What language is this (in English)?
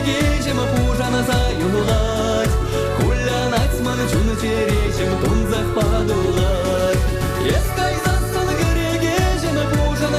Chuvash